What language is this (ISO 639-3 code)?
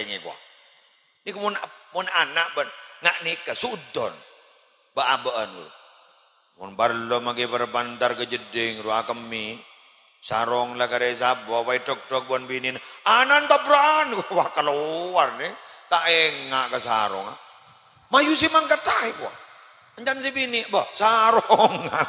mad